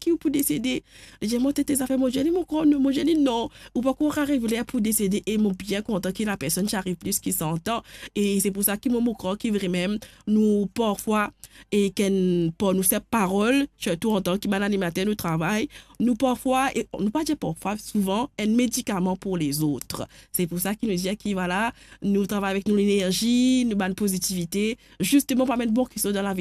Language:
Morisyen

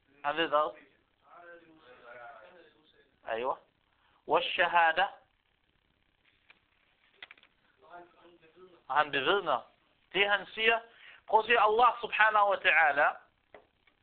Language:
Danish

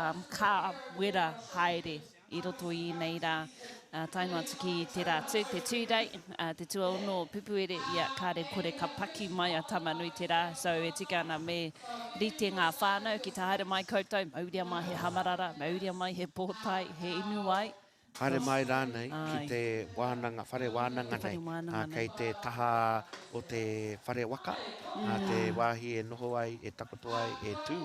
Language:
Māori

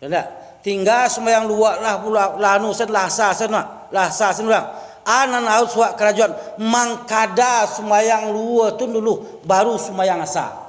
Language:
Minangkabau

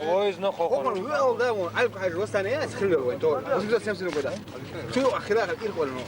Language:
Chechen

